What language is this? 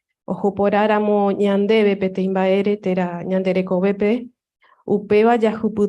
Guarani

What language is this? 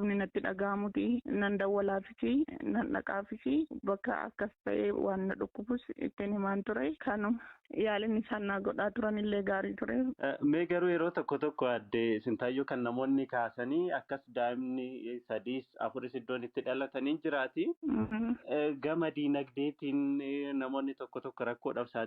Oromo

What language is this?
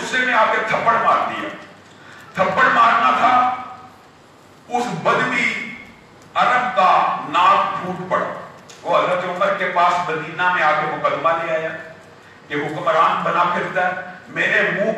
Urdu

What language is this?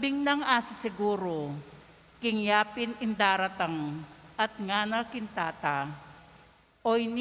Pampanga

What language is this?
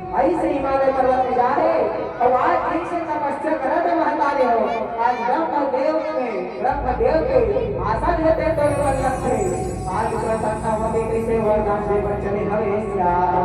Chhattisgarhi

